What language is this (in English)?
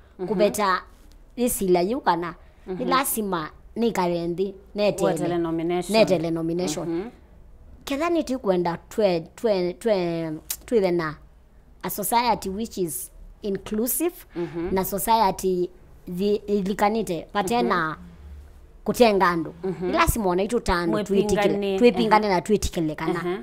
Kamba